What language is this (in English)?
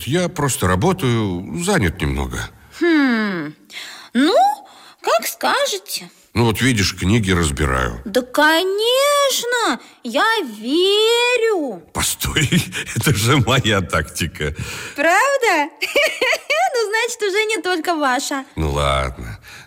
Russian